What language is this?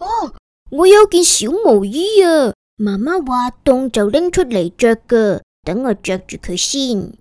Cantonese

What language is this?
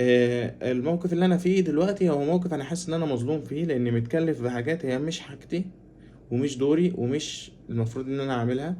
Egyptian Arabic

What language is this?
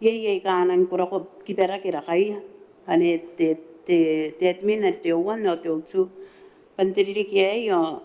Gilbertese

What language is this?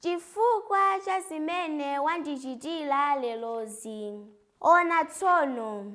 Nyanja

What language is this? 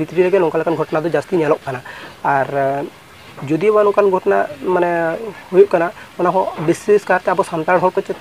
Santali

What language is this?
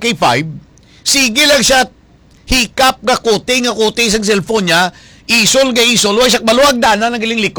Hiligaynon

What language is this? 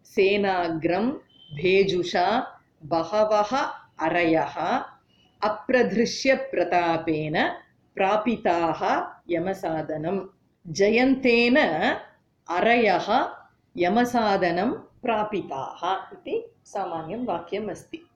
Sanskrit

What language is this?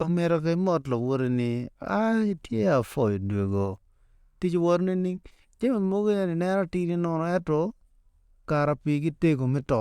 Acoli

